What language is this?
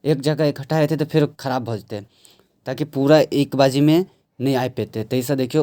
Maithili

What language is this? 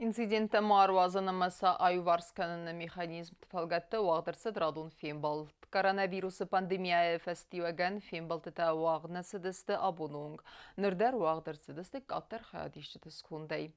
Ossetic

